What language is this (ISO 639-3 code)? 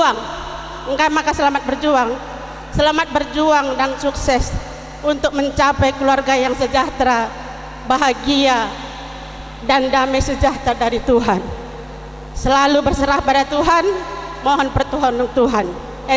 btx